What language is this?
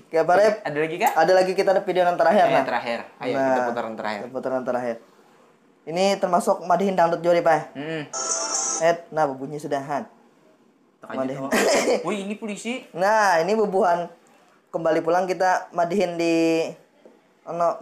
Banjar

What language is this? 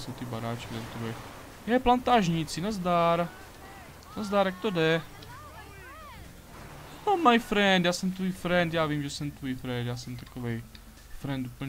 Czech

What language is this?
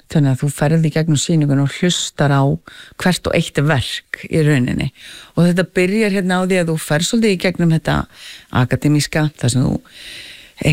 Icelandic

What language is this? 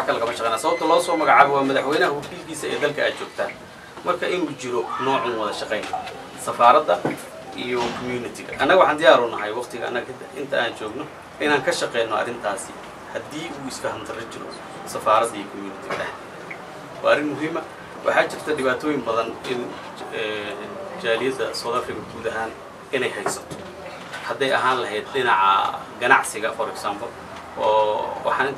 Somali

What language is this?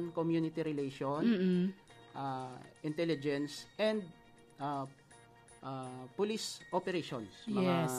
Hiligaynon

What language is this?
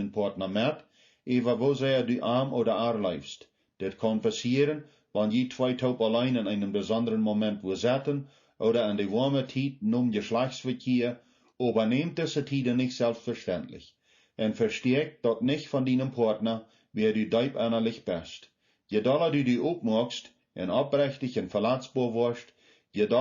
Plautdietsch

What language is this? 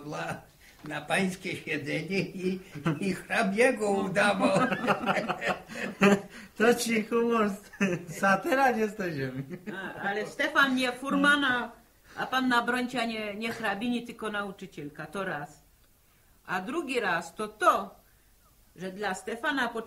Polish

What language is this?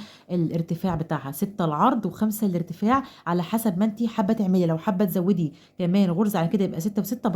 Egyptian Arabic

